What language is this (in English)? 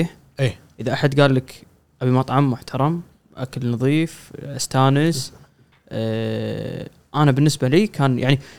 Gulf Arabic